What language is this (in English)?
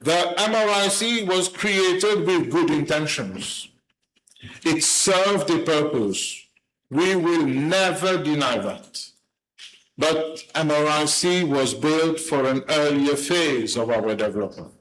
Morisyen